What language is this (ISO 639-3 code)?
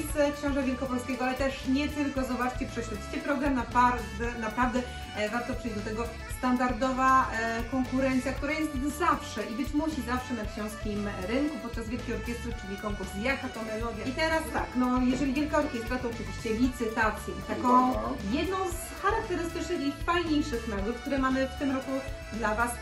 pol